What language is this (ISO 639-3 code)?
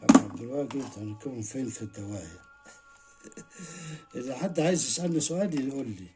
arz